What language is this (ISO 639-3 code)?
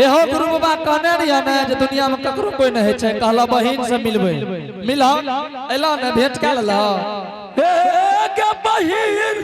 anp